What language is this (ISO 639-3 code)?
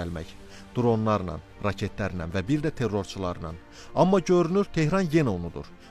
aze